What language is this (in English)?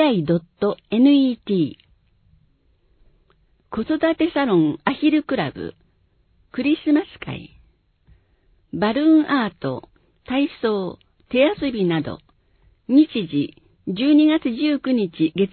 Japanese